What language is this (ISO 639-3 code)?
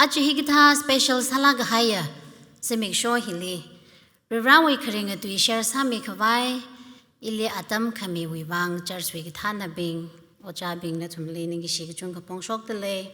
nmf